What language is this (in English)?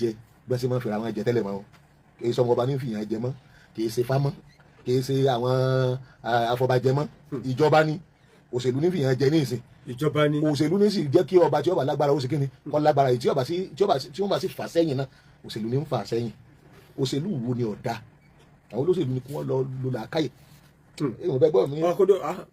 Yoruba